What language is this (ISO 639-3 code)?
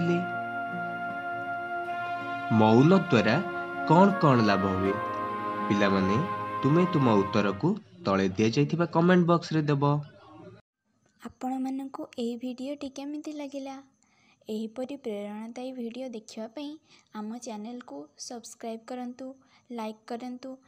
ori